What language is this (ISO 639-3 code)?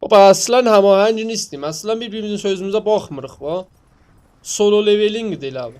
azb